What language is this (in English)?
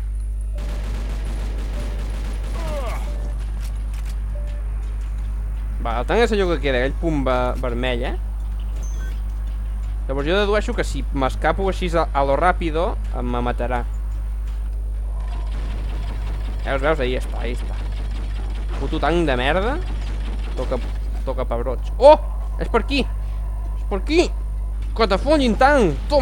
Catalan